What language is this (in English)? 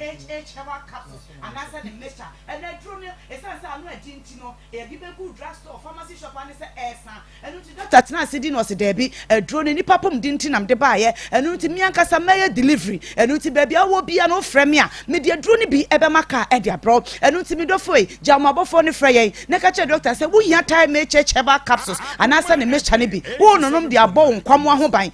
Akan